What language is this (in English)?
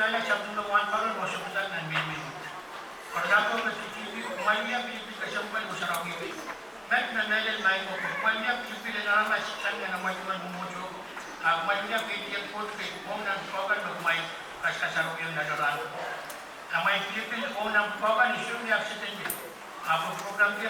Pohnpeian